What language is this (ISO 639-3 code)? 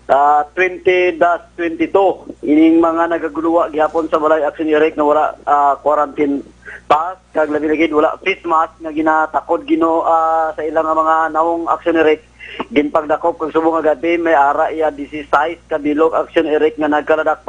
hil